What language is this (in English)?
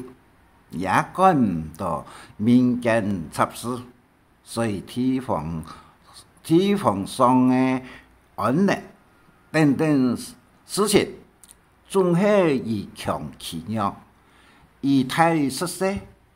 Hakka Chinese